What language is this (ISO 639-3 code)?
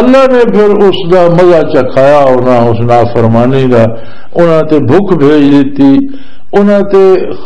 lah